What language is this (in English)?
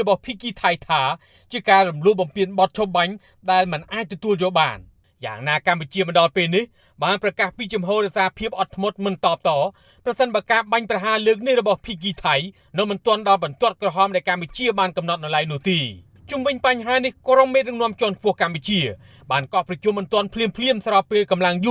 Khmer